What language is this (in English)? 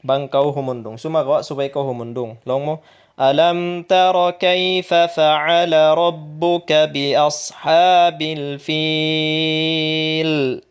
Tausug